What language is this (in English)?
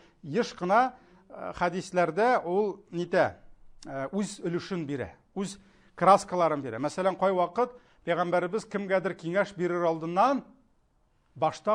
Tatar